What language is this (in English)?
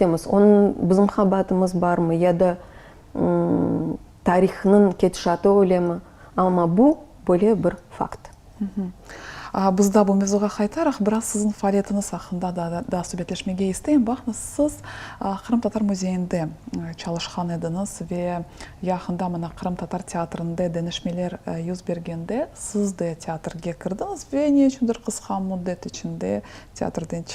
Crimean Tatar